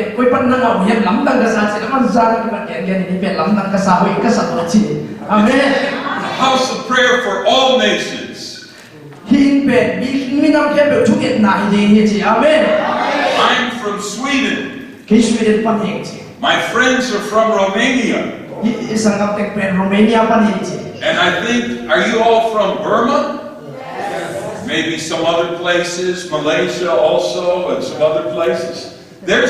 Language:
Tedim Chin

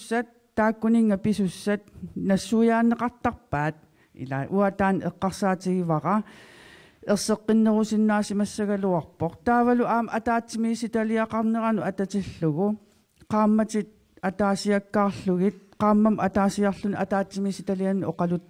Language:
Kalaallisut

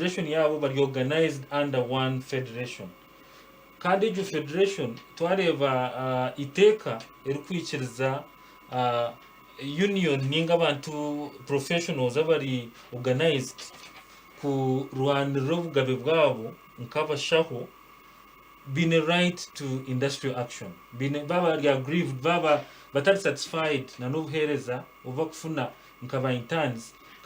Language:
Nyankole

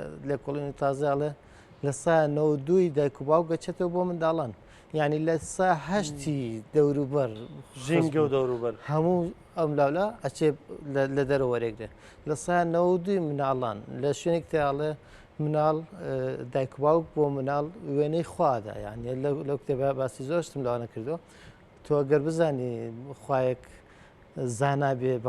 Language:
Central Kurdish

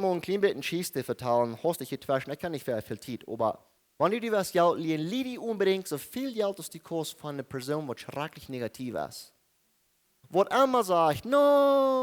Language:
Plautdietsch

